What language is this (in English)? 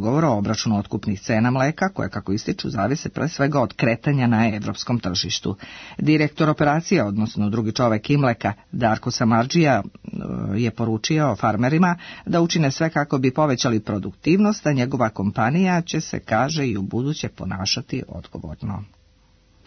Serbian